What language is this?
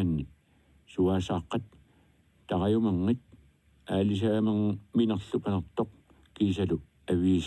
Kalaallisut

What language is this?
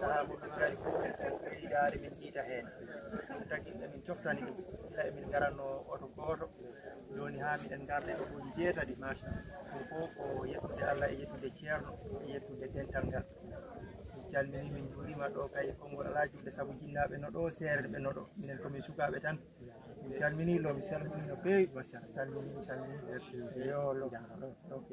Fula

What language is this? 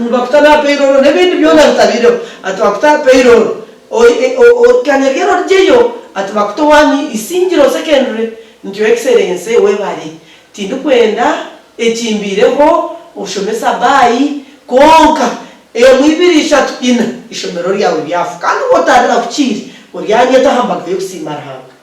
Nyankole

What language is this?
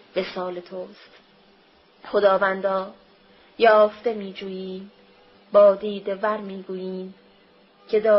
Persian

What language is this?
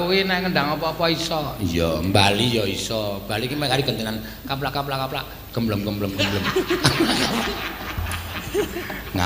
Javanese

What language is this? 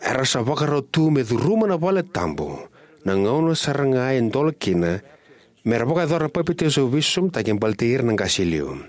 Fijian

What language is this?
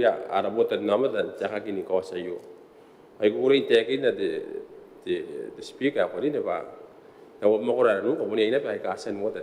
Gilbertese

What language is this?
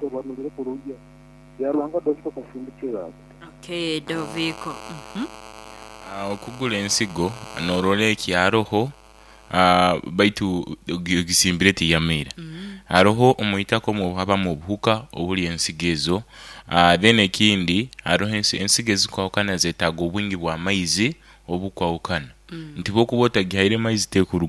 Nyoro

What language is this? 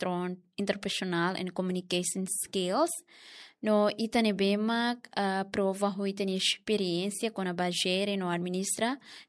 Tetum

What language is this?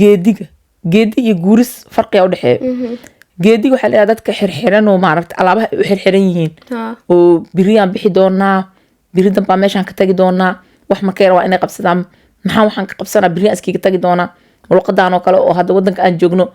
Somali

